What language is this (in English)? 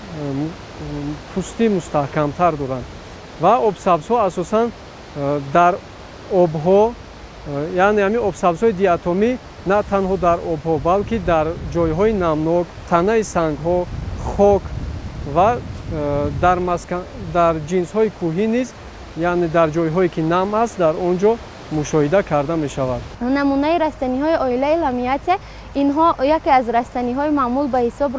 Tajik